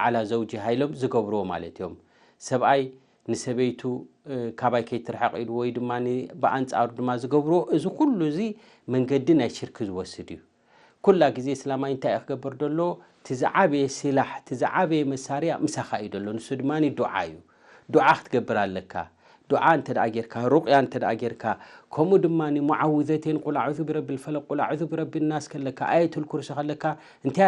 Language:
Tigrinya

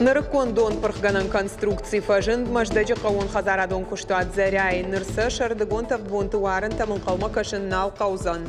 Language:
Ossetic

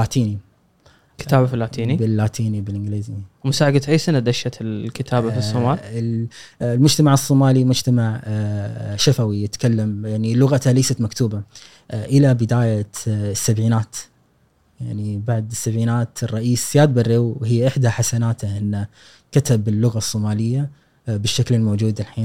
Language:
Gulf Arabic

